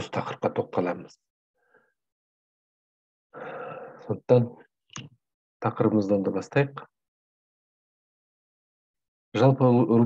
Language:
Kazakh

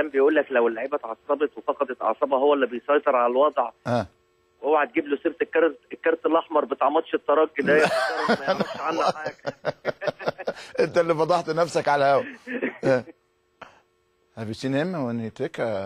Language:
Egyptian Arabic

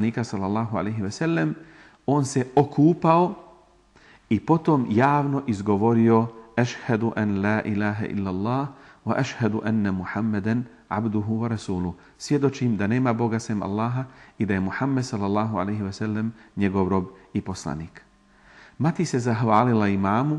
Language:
Bosnian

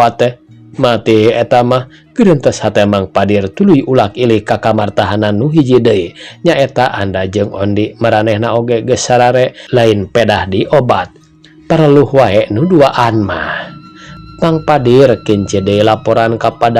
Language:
Sundanese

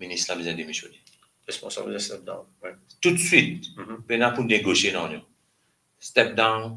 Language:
Morisyen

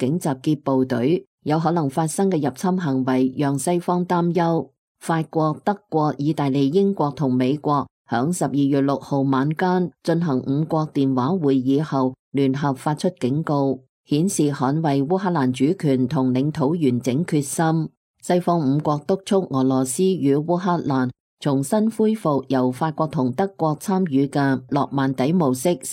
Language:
Cantonese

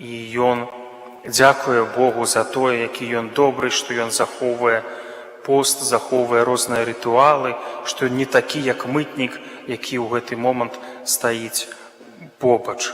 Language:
Belarusian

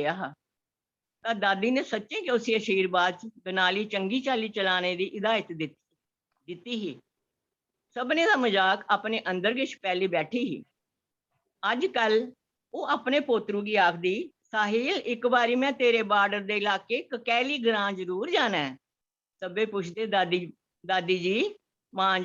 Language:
Dogri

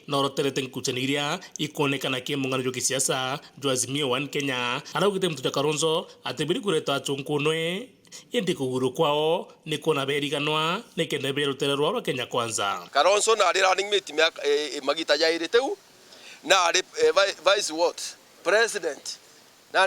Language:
Meru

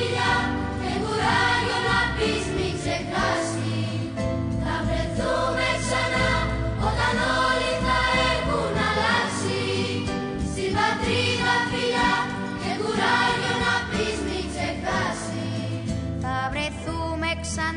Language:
Greek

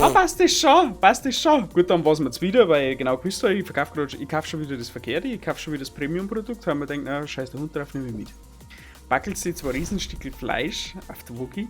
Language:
Bavarian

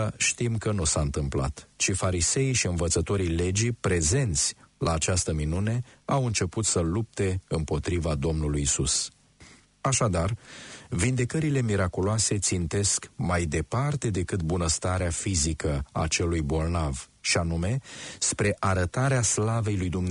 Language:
Romanian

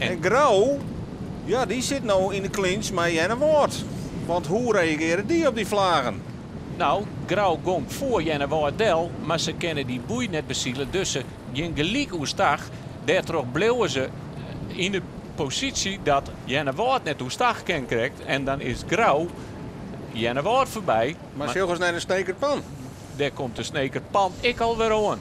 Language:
Western Frisian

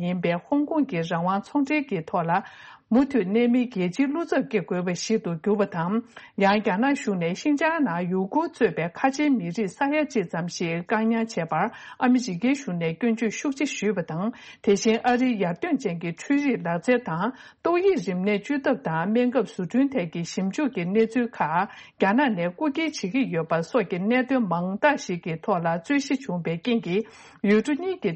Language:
Tibetan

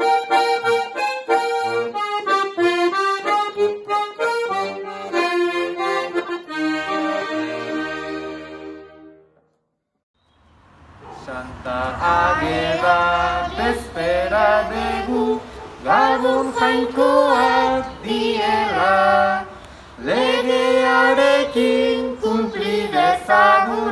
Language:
Basque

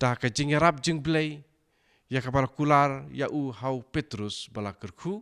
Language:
Khasi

